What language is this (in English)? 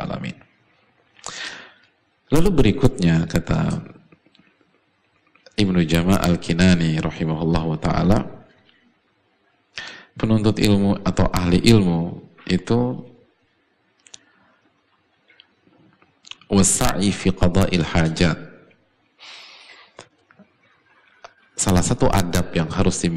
Indonesian